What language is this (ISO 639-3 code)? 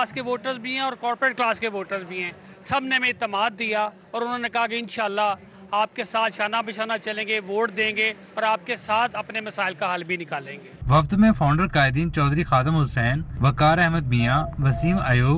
urd